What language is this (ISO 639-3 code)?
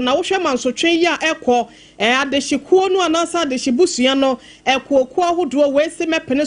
aka